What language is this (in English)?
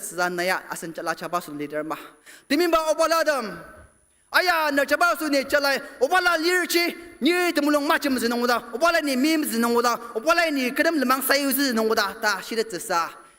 Ao Naga